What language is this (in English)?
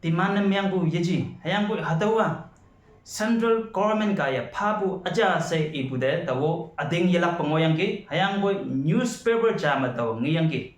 Konyak Naga